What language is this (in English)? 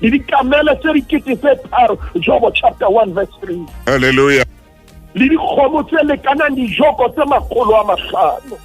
Southern Sotho